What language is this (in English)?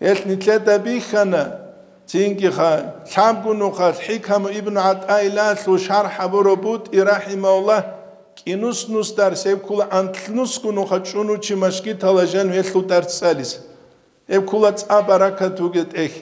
Avaric